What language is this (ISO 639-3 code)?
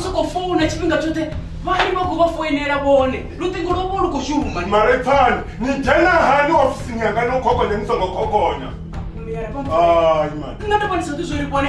ven